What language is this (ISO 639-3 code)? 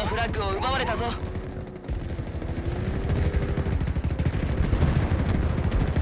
jpn